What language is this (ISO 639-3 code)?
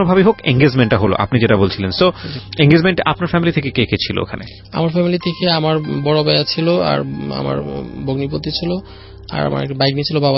ben